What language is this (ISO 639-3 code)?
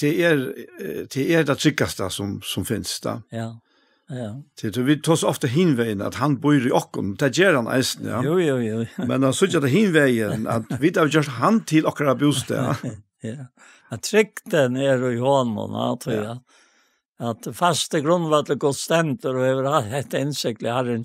fao